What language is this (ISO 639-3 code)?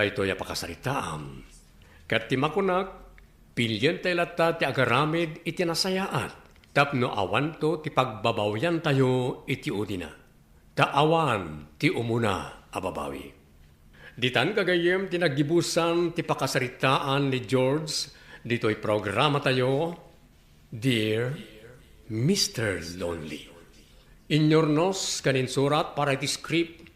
ilo